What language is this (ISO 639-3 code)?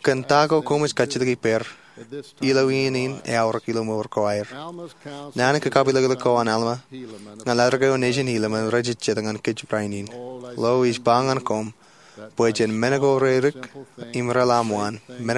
mah